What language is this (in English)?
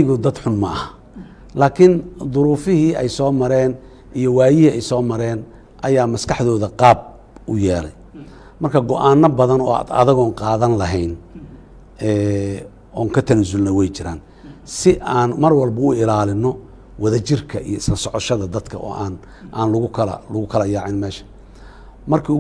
Somali